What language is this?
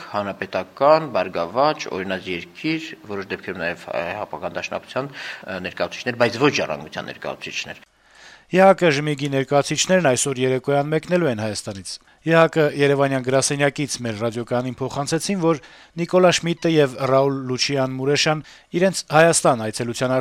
Armenian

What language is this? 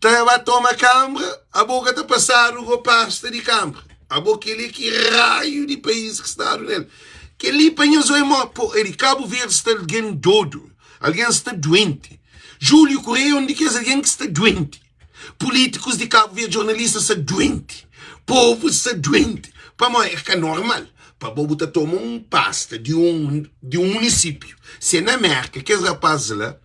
Kabuverdianu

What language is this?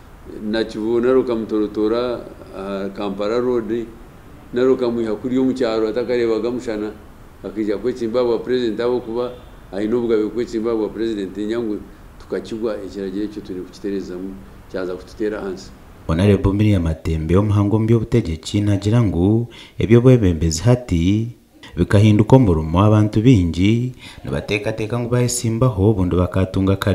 Nyankole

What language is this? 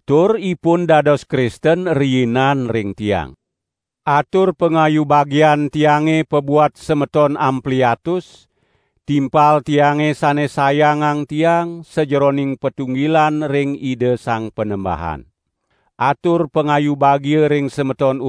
Balinese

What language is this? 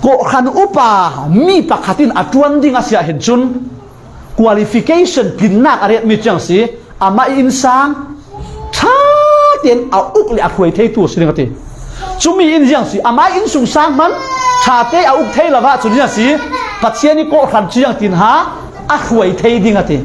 Falam Chin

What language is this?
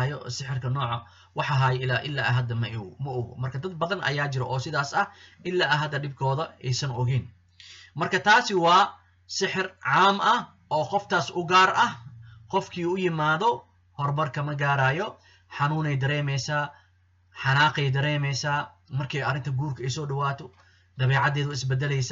Somali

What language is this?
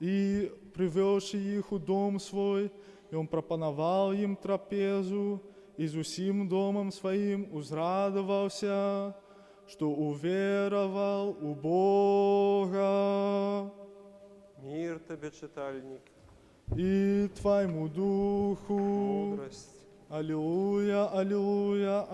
Belarusian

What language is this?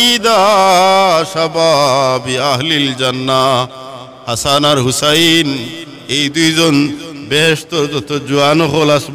Sylheti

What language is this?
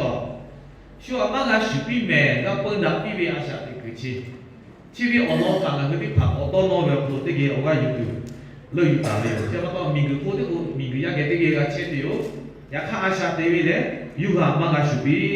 Lahu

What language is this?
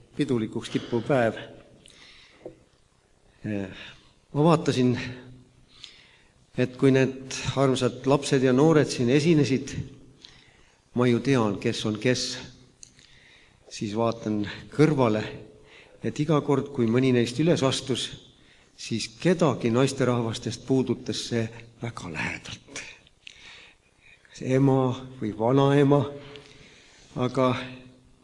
Estonian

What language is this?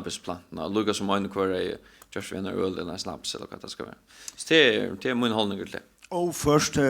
Faroese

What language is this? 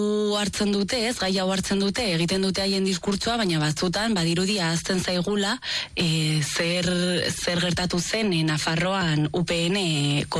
Basque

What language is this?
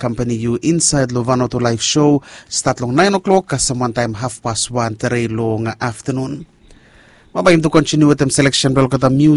Bislama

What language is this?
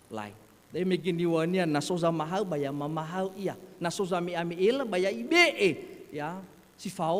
Nias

